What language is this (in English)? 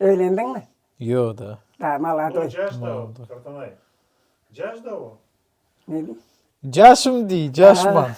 Crimean Tatar